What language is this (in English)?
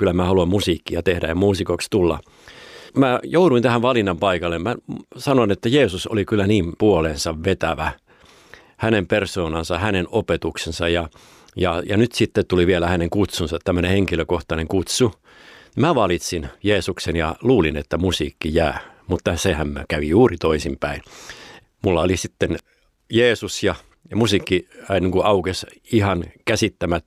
Finnish